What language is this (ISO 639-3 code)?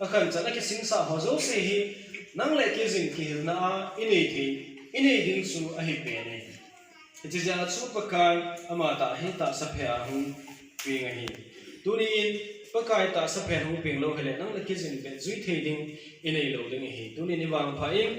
tcz